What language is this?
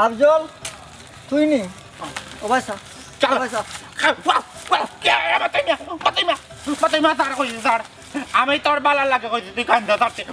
Sylheti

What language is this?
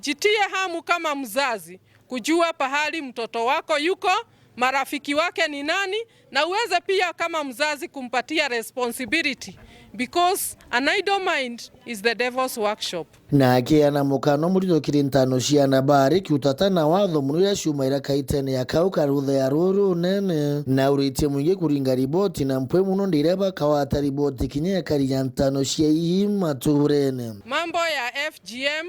Meru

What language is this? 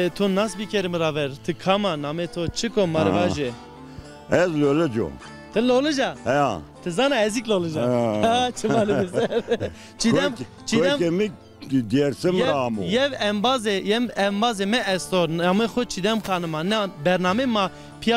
Zaza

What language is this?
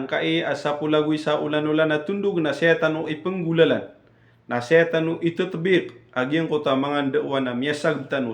Maranao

